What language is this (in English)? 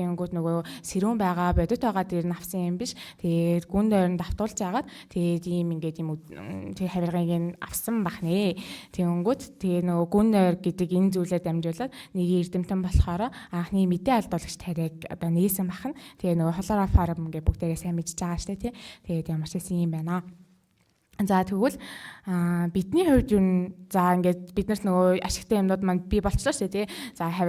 Mongolian